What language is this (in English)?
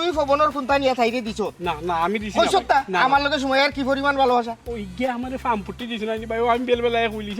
Sylheti